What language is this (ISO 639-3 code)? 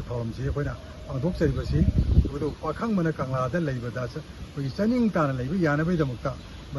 mni